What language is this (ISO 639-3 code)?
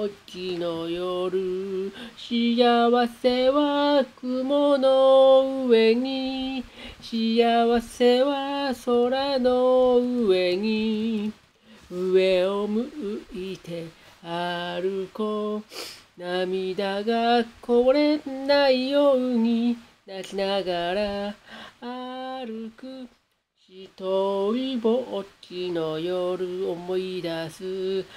jpn